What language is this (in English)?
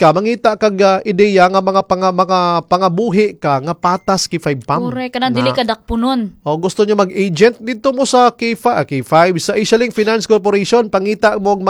Cebuano